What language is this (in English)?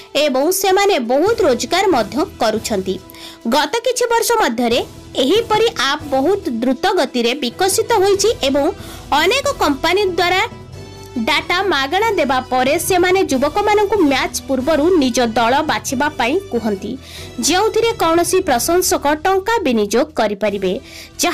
Odia